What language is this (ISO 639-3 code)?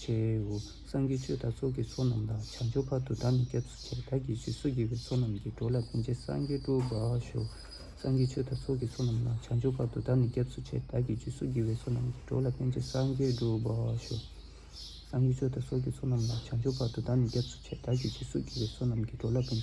bod